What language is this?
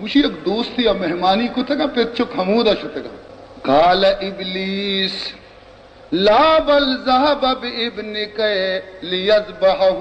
Baluchi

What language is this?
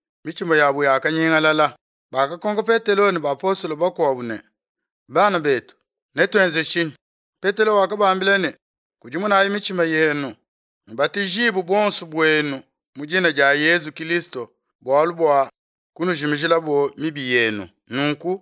Luba-Lulua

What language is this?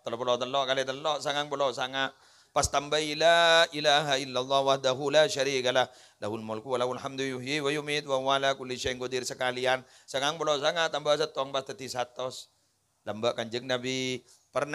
Madurese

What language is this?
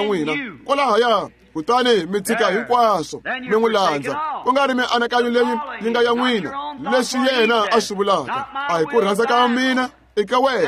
Tsonga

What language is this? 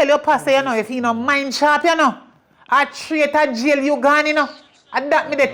Jamaican Creole English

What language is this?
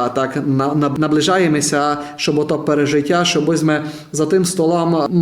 Rusyn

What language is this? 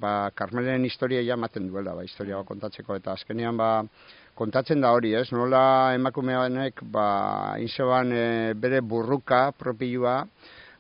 Basque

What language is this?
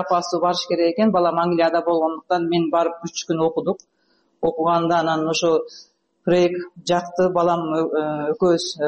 Kyrgyz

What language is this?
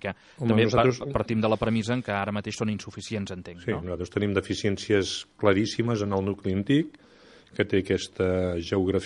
Catalan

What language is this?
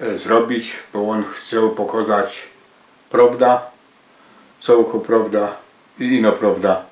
Silesian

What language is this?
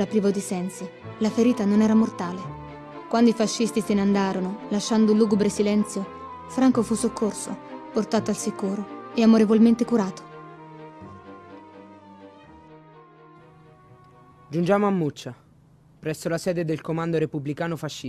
Italian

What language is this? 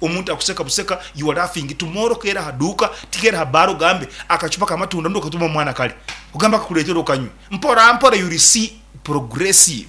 Nyoro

